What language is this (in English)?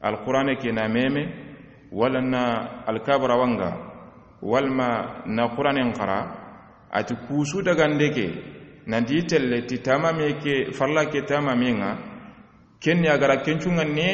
Soninke